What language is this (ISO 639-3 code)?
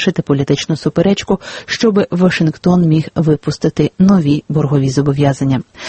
ukr